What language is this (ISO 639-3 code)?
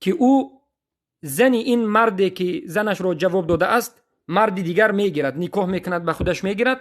tgk